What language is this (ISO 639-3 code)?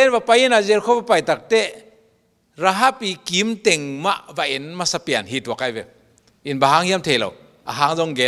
ctd